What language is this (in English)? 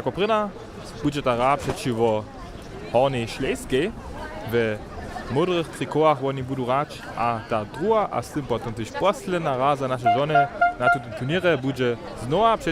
Upper Sorbian